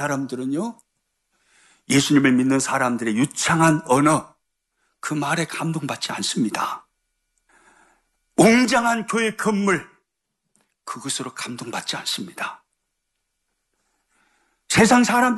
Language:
Korean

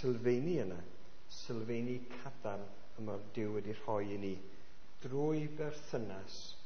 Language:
Welsh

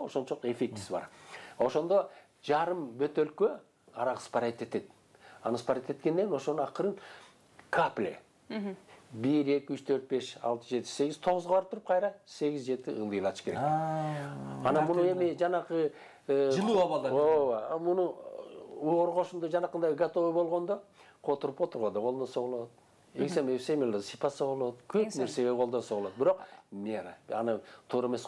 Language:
Kyrgyz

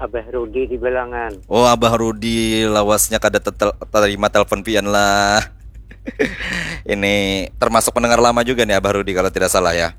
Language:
Banjar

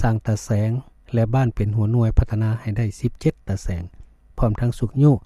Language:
Lao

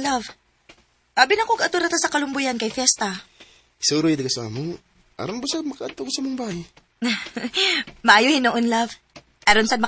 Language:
Cebuano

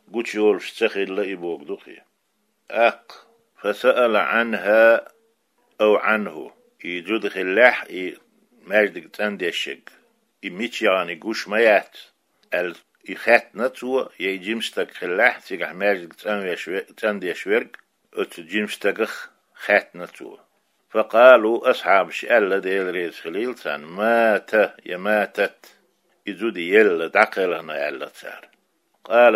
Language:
Chechen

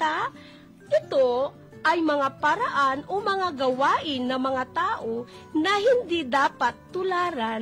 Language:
Filipino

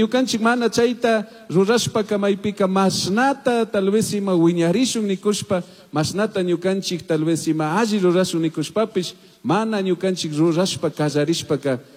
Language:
Chimborazo Highland Quichua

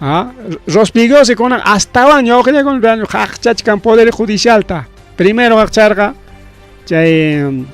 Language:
Ayacucho Quechua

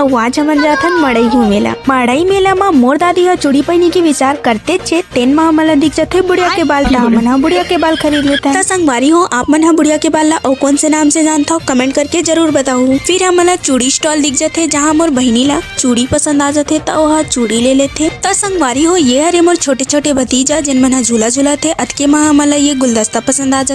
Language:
Chhattisgarhi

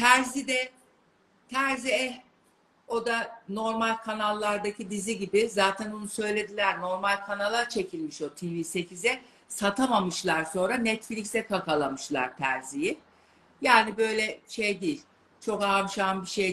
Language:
Turkish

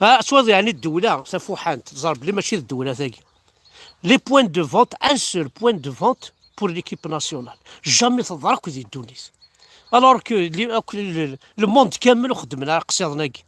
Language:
Kabyle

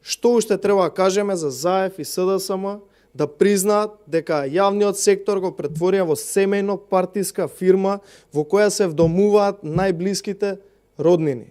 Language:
Macedonian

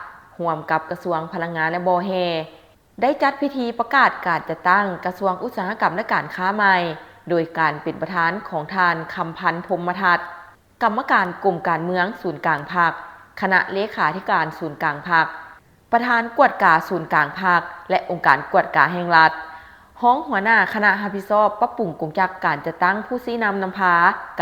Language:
Lao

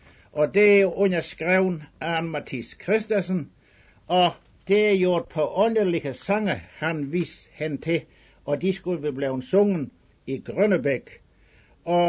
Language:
Danish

